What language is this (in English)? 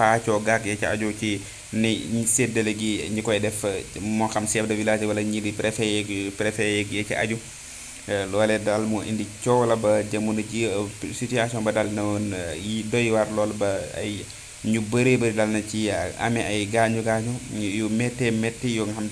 Wolof